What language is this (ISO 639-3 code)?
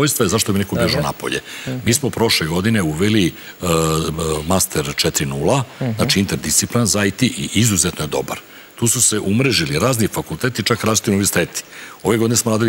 srp